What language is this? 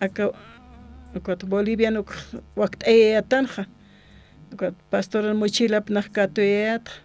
Aymara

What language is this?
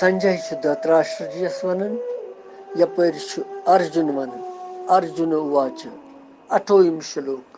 Kashmiri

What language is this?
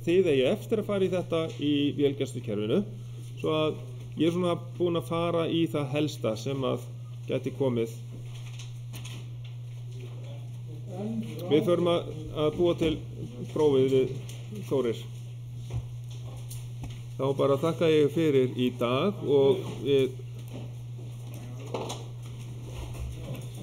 Icelandic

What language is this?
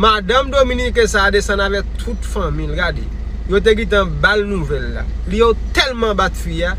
Haitian Creole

